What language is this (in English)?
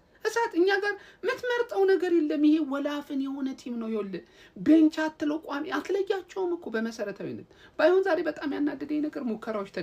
Amharic